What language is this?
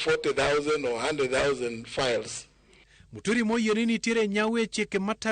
Luo (Kenya and Tanzania)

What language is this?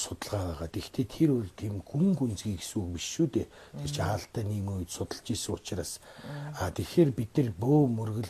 Mongolian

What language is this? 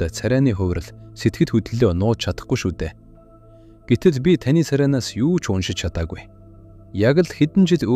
Mongolian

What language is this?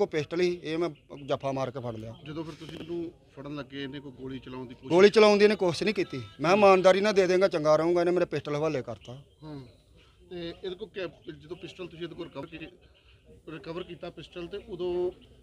Punjabi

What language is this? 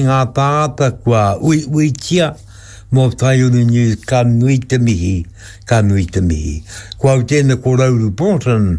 Māori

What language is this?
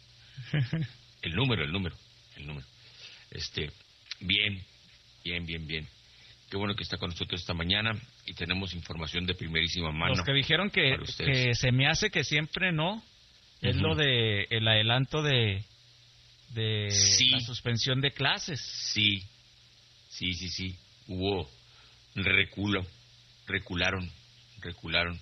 Spanish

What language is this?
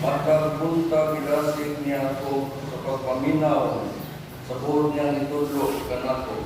Cebuano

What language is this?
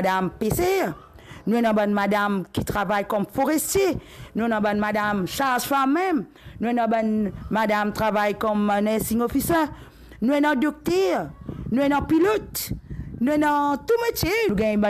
Morisyen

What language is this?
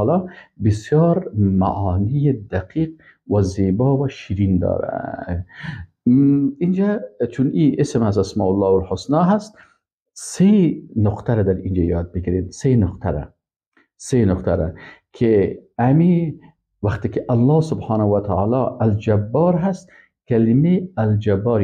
Persian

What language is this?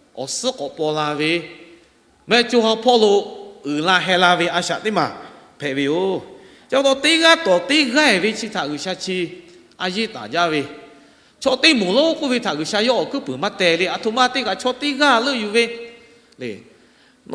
Lahu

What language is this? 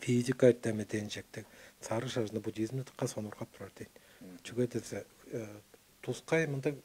Tuvinian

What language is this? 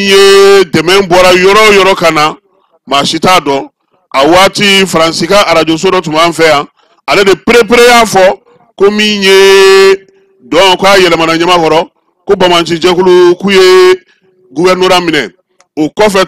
Bambara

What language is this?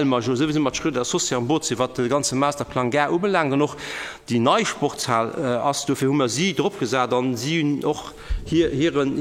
Luxembourgish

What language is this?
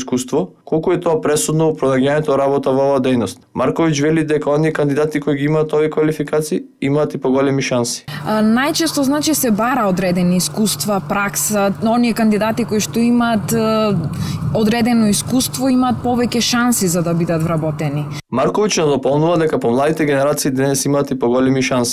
Macedonian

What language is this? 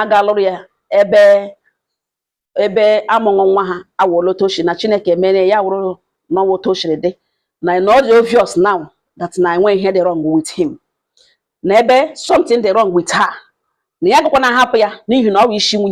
Igbo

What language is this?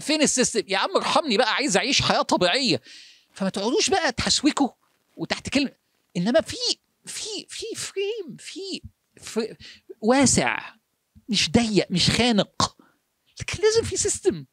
Egyptian Arabic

